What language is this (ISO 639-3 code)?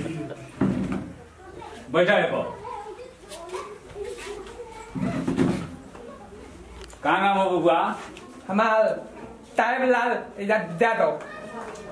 bho